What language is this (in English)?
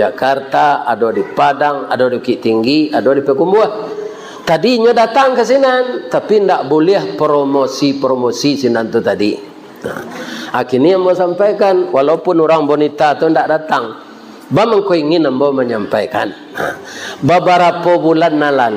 Minangkabau